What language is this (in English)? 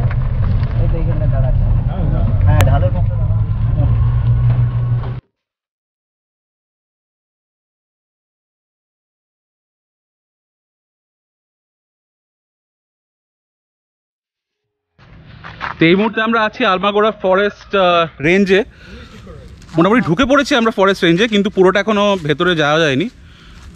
Bangla